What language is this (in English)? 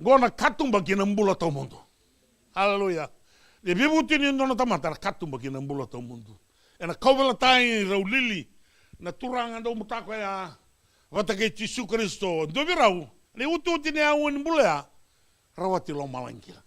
Fijian